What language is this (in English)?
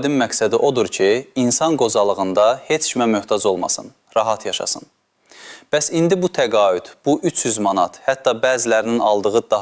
Azerbaijani